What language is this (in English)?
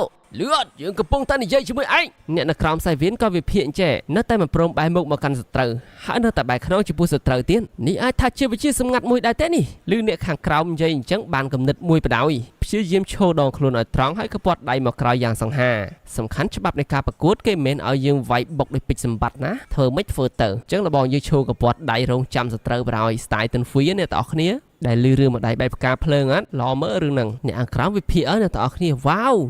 Khmer